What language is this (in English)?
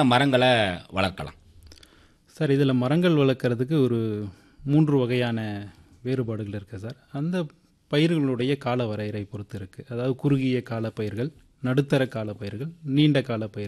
Tamil